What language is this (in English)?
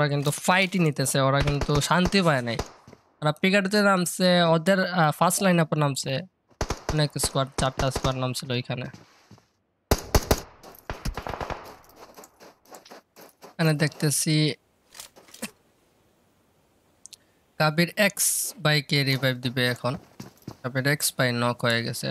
Bangla